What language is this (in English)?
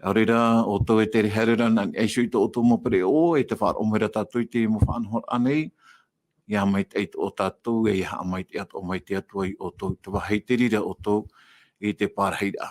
Tahitian